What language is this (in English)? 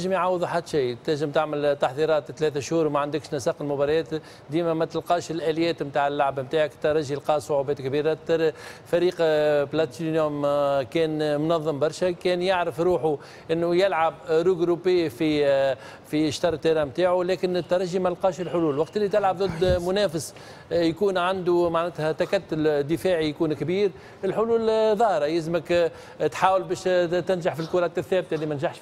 Tunisian Arabic